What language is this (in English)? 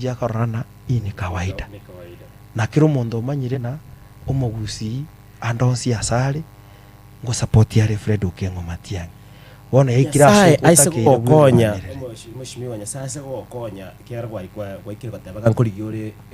Gusii